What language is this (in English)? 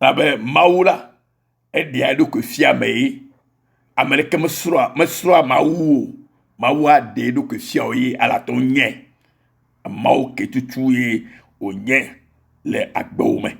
Ewe